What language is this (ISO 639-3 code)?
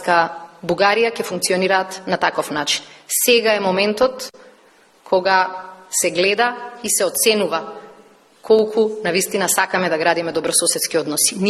mkd